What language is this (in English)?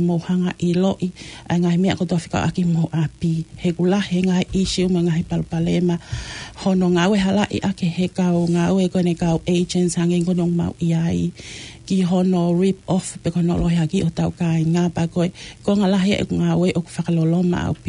Tongan